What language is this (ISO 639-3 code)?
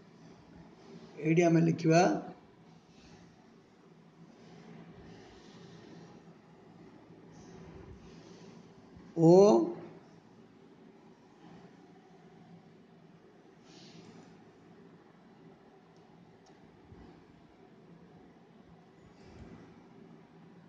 ori